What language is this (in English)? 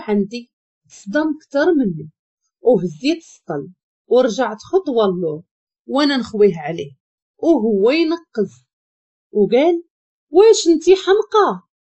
Moroccan Arabic